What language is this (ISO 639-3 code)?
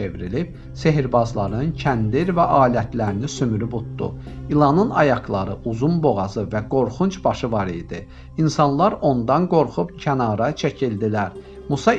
aze